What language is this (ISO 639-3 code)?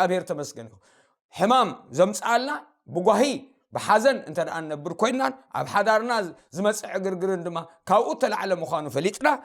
tir